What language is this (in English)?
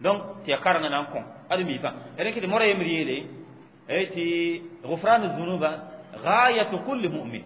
Mossi